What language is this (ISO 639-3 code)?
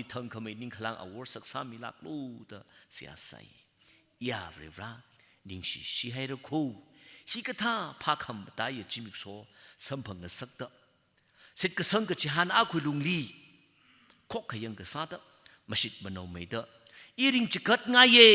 nmf